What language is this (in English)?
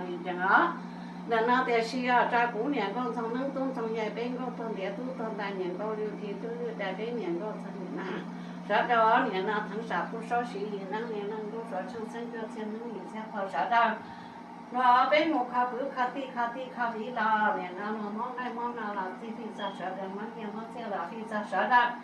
Hmong